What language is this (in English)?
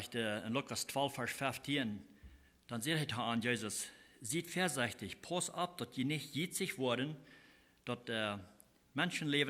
Plautdietsch